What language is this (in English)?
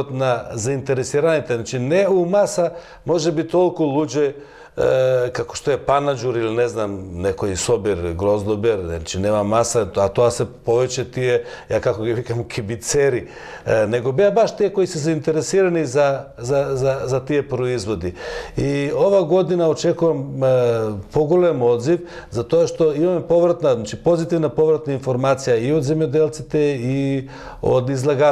Macedonian